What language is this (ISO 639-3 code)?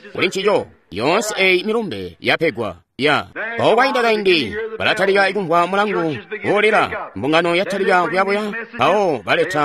toi